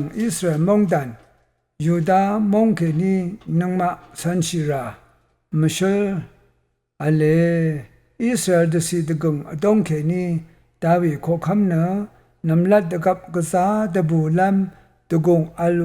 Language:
Rawang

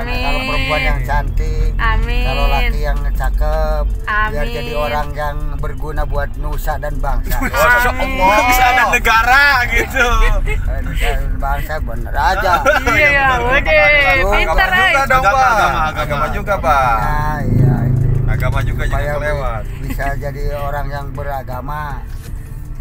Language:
Indonesian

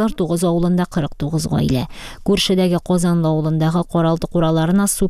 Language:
Tatar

